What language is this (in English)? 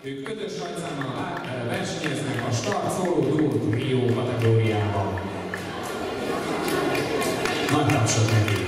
Hungarian